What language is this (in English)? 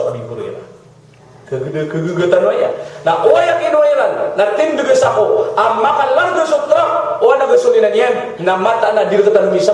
Maranao